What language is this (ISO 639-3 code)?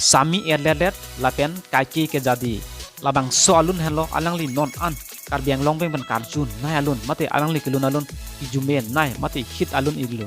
mjw